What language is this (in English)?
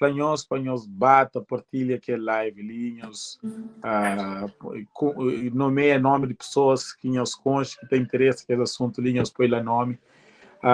Kabuverdianu